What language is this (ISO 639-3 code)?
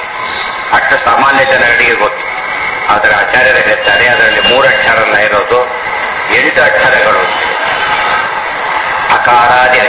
kan